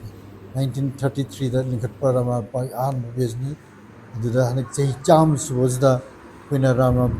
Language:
Manipuri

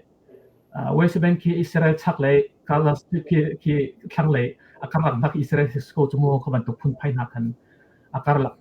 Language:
Hakha Chin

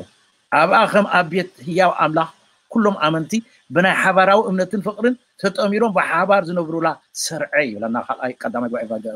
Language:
Tigrinya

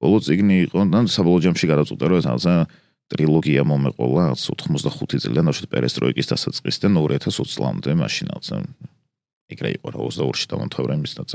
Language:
Georgian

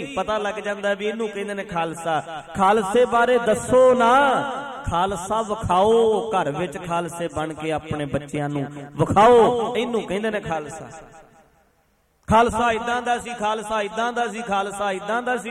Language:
Punjabi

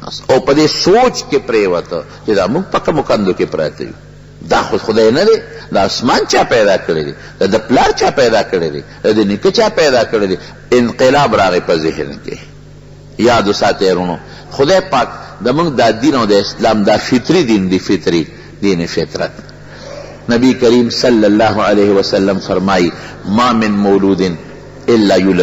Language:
Pashto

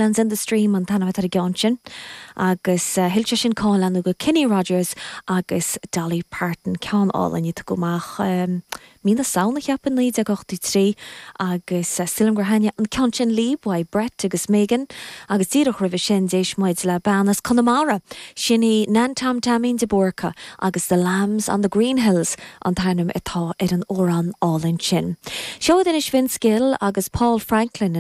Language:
Irish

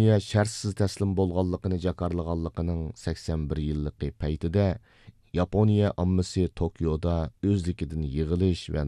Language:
Uyghur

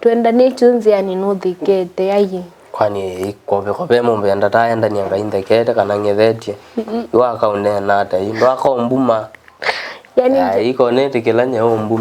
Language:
Kamba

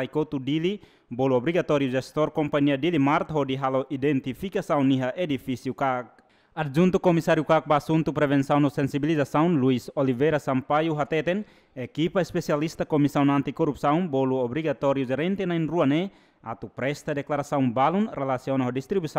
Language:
Tetum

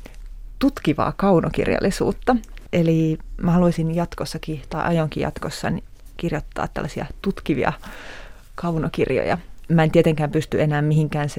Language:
Finnish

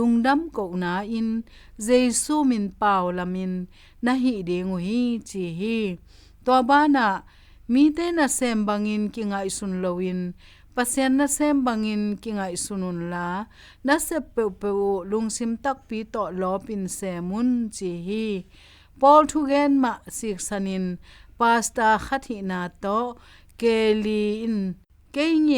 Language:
Tedim Chin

